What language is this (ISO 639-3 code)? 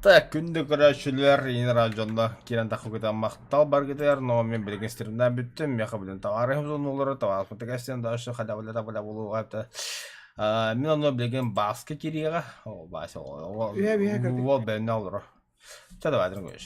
sah